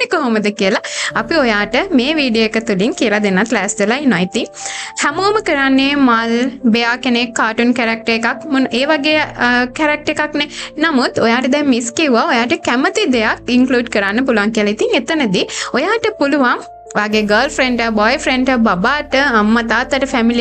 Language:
Sinhala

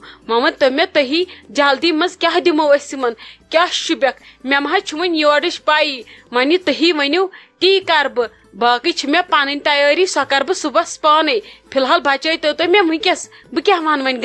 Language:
Kashmiri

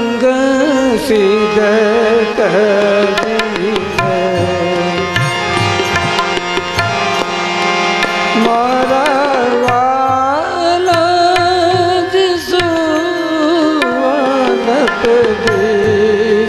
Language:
Gujarati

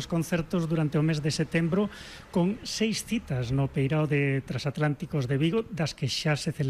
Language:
Galician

